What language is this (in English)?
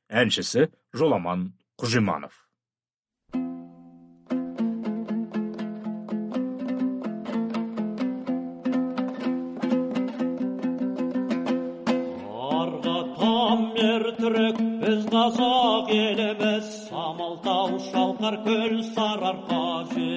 Kazakh